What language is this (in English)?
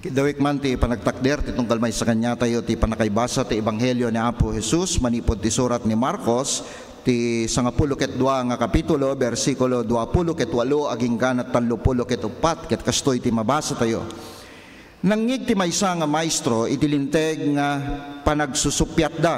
Iloko